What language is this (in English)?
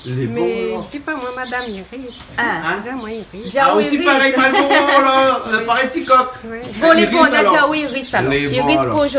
Réunion Creole French